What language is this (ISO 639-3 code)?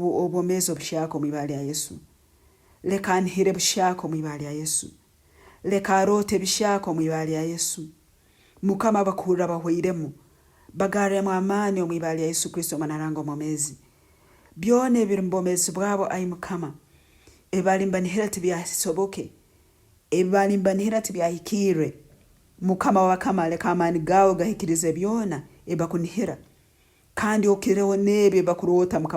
nyn